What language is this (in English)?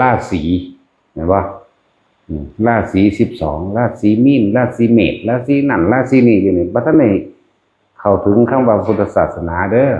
Northeastern Thai